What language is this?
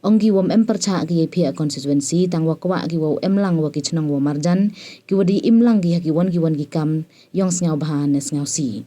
Pnar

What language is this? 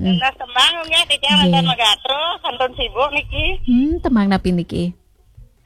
Balinese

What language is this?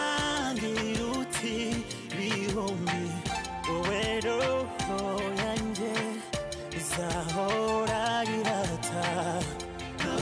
Kinyarwanda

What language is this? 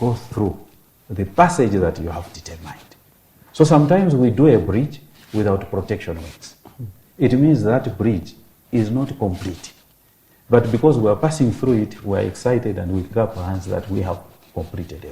Nyanja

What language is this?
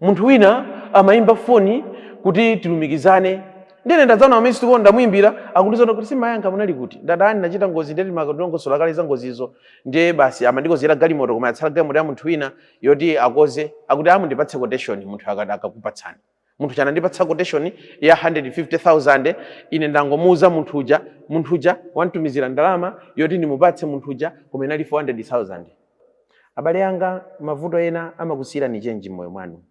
Nyanja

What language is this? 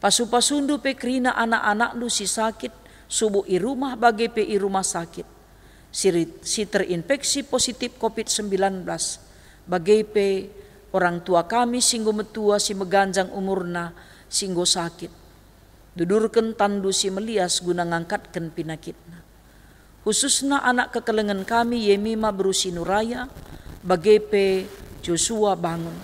Batak Karo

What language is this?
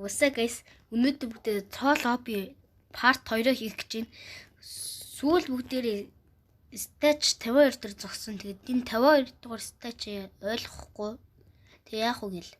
Mongolian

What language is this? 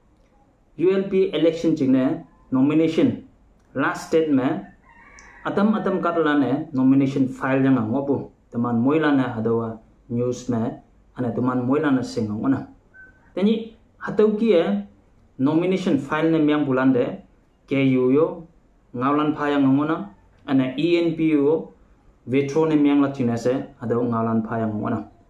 Konyak Naga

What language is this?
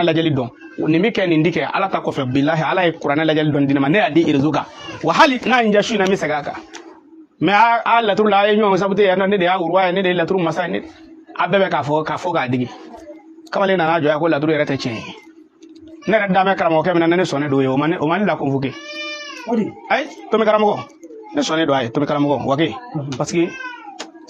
Bambara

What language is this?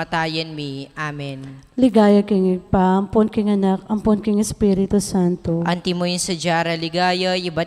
Pampanga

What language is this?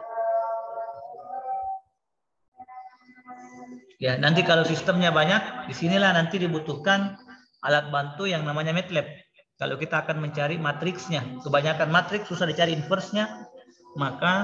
Indonesian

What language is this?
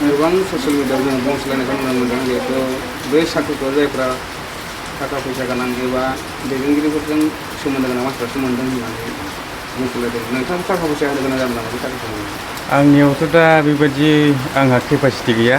Bodo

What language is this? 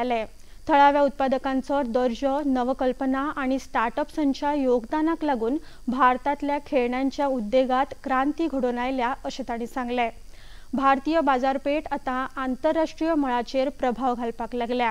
Konkani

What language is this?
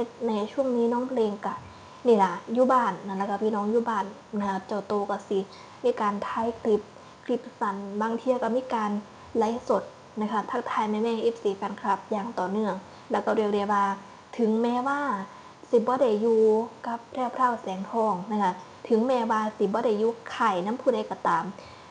Northeastern Thai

